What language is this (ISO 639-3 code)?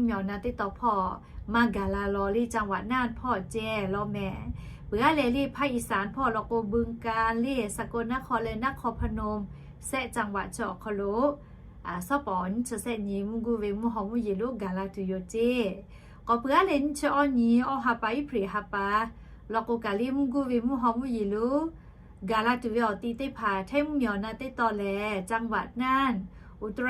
lhu